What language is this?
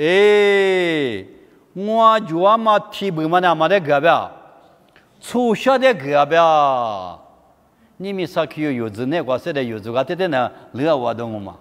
Lisu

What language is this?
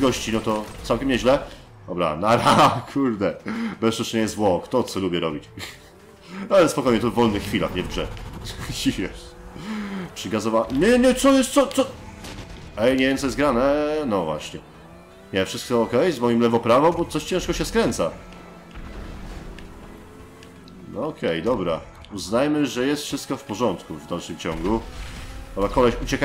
Polish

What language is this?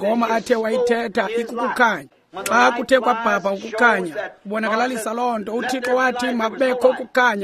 Xhosa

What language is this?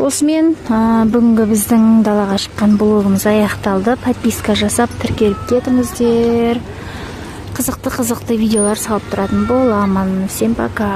Kazakh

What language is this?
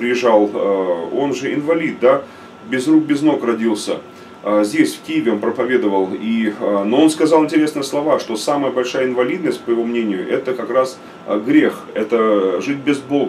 Russian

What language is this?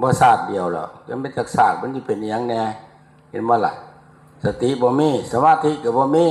Northeastern Thai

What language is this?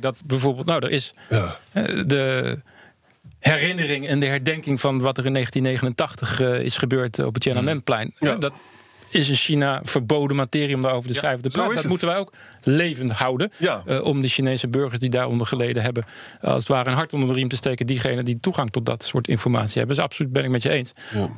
Dutch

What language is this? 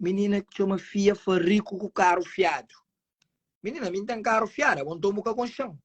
Kabuverdianu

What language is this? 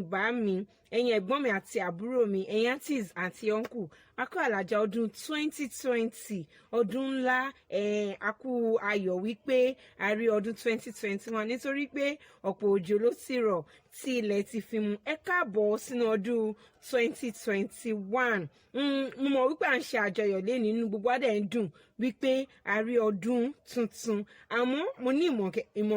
Yoruba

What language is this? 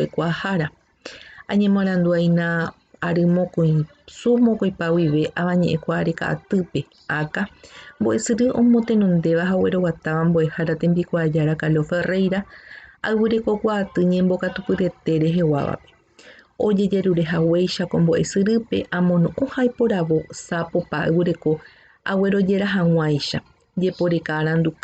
Guarani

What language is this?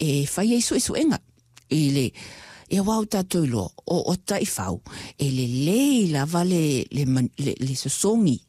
Samoan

